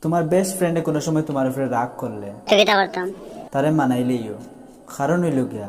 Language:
Sylheti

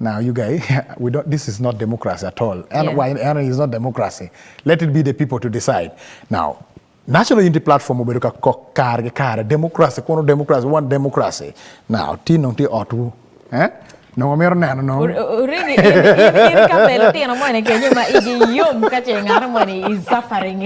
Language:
Acoli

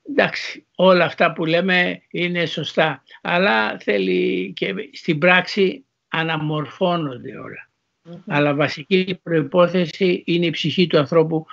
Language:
Greek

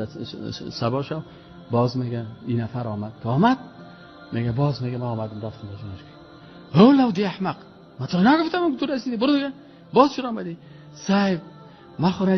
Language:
Persian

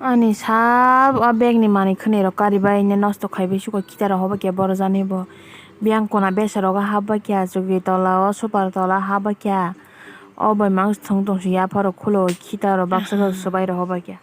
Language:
Kok Borok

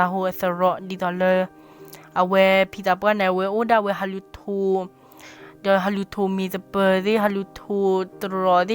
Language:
S'gaw Karen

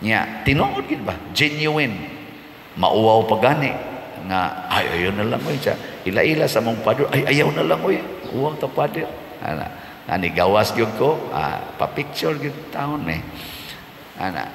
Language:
Cebuano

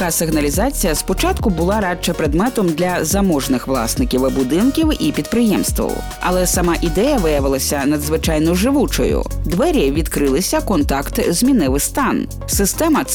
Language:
Ukrainian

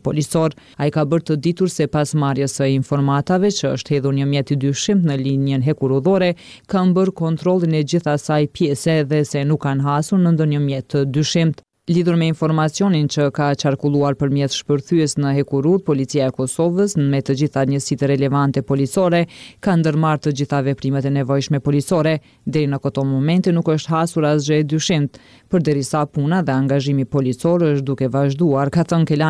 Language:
Albanian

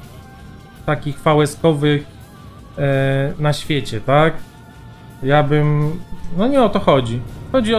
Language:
Polish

